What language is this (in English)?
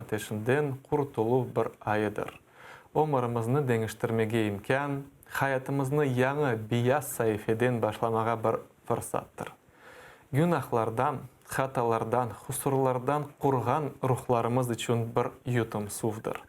Crimean Tatar